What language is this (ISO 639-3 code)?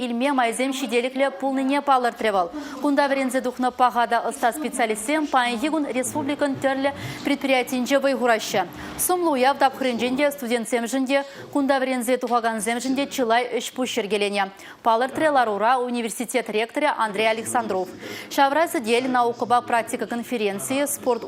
chv